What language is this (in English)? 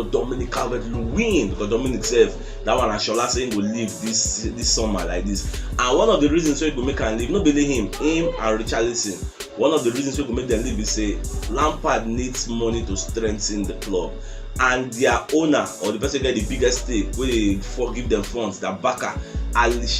Nigerian Pidgin